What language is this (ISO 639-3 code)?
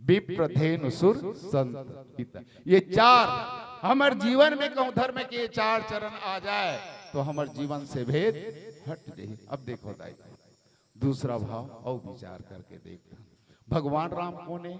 hne